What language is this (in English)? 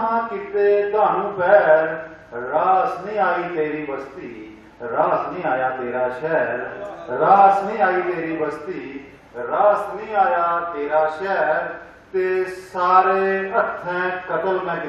Dogri